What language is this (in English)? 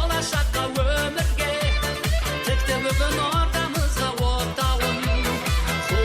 Kara-Kalpak